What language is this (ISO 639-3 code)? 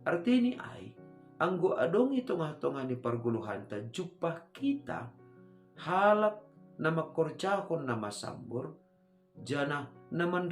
bts